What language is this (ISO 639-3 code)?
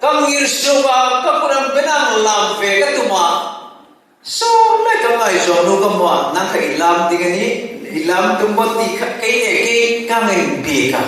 hmr